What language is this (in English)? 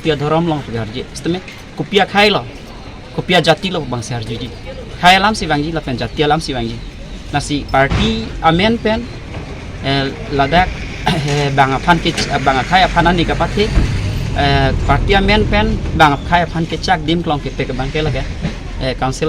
Karbi